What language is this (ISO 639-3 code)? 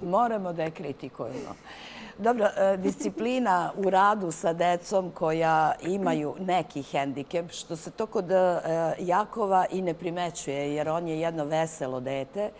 srp